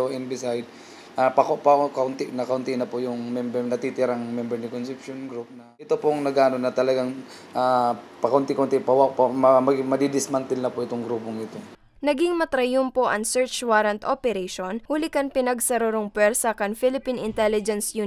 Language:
Bikol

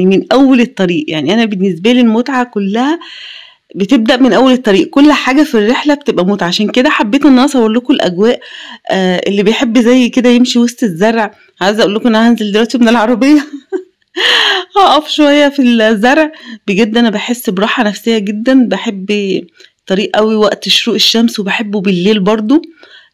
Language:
Egyptian Arabic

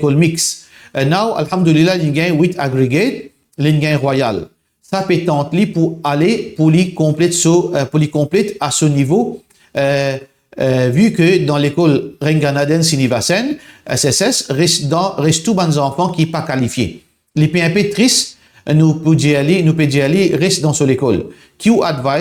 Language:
Morisyen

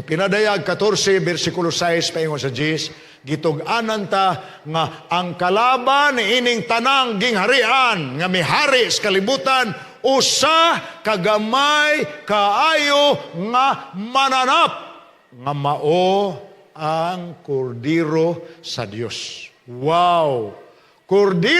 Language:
Cebuano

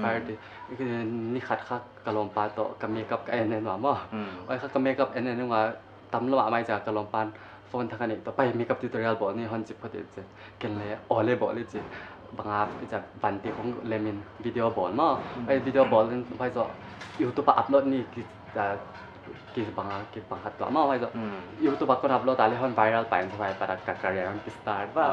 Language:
Paite Chin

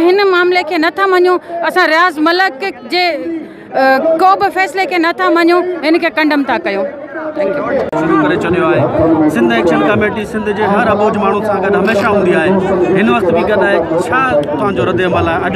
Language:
Sindhi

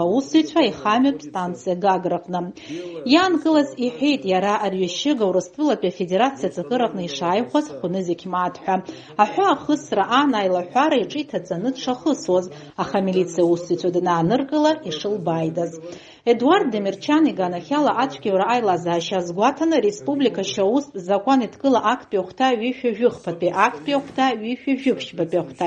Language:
Abkhazian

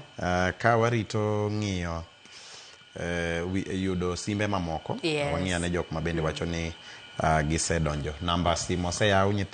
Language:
Luo (Kenya and Tanzania)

